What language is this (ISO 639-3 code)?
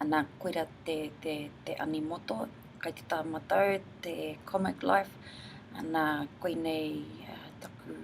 mri